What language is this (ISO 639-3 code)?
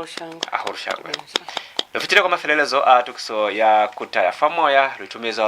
loz